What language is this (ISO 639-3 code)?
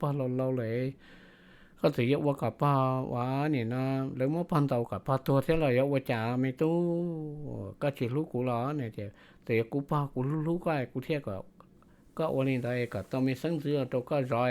hmn